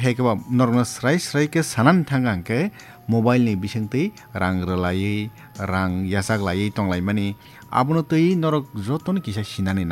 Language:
Kok Borok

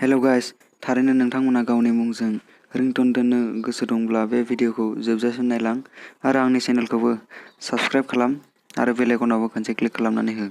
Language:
Bodo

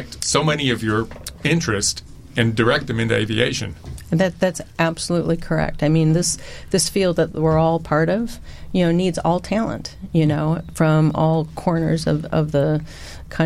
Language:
English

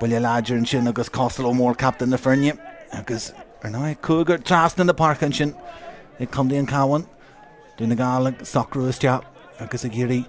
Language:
Irish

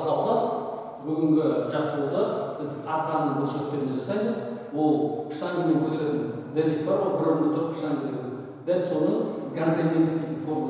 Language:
Kazakh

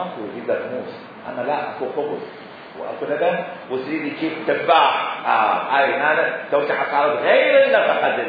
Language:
Mesopotamian Arabic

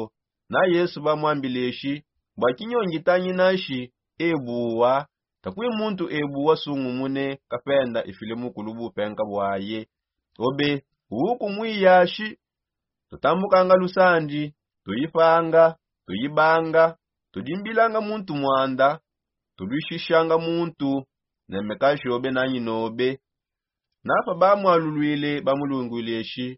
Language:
Songe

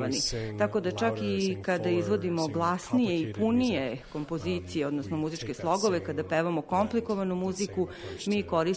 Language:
Serbian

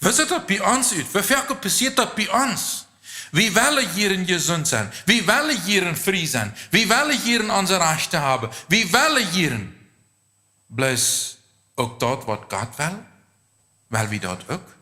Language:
Plautdietsch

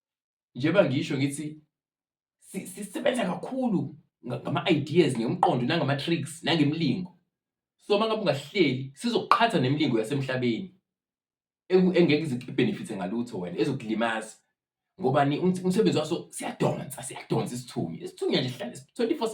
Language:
Zulu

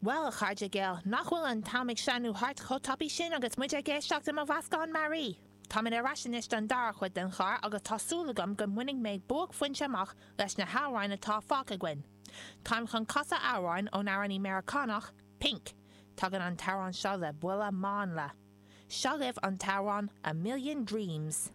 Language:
Irish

